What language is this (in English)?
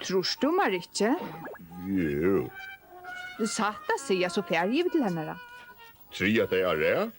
Faroese